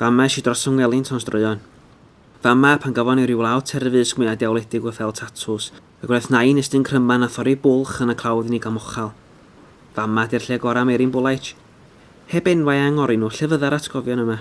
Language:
Welsh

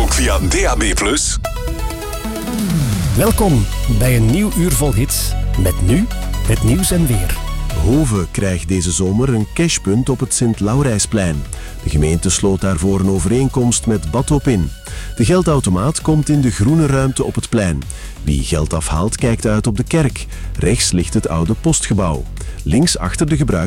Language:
Dutch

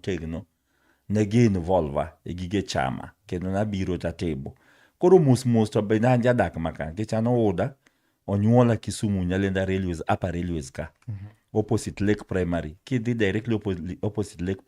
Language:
Luo (Kenya and Tanzania)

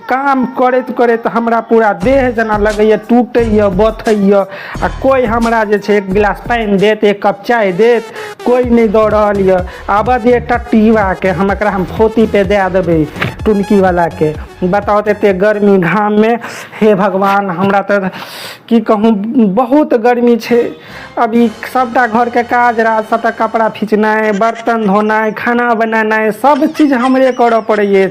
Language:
Maithili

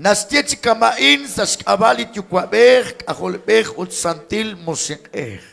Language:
Kekchí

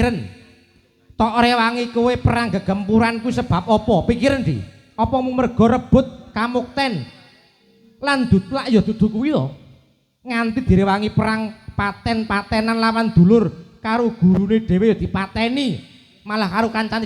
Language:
Javanese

